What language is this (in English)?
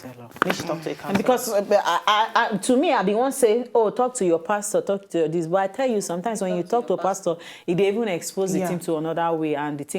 Nigerian Pidgin